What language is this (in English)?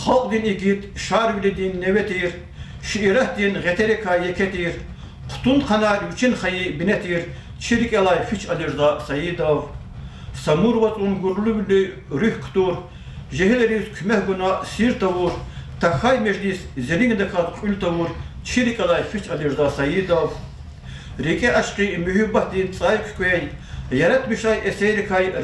Lezghian